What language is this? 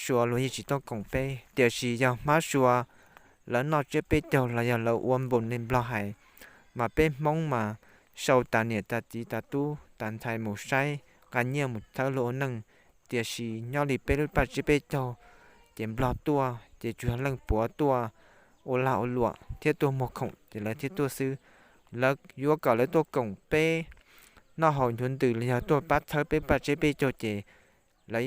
Hmong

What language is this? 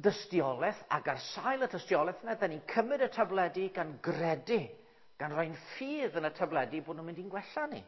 Welsh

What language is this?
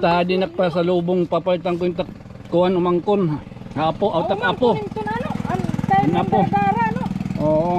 Waray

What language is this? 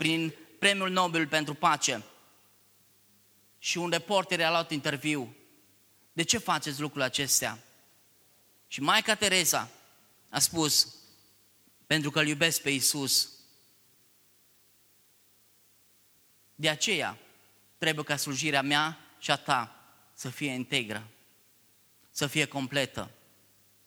Romanian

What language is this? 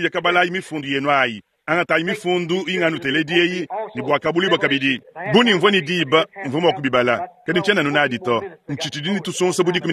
Luba-Lulua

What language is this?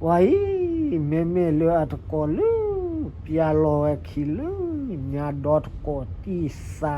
S'gaw Karen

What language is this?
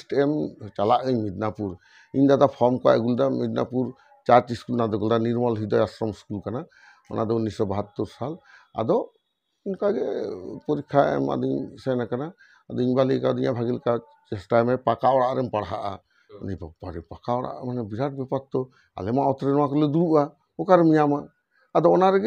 Santali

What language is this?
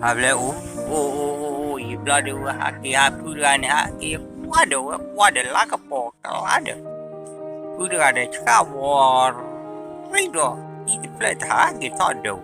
S'gaw Karen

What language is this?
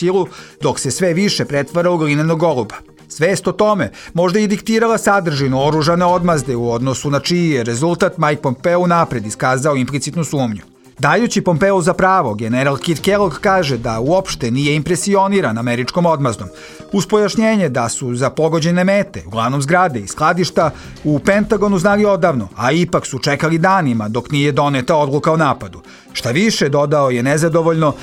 Bosnian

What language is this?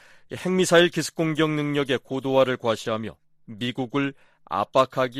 Korean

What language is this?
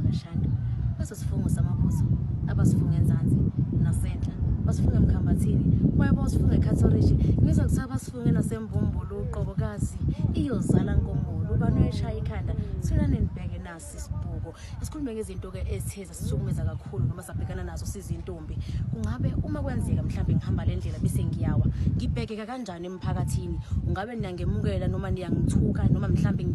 Zulu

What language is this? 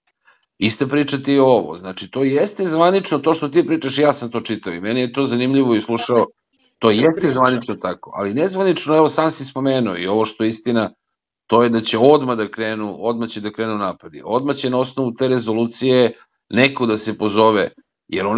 Serbian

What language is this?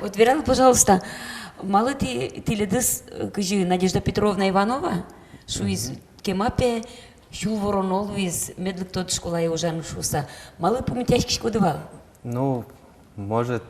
Udmurt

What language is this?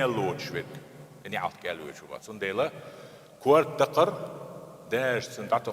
Chechen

